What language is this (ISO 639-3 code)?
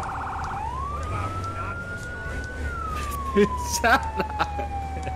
zho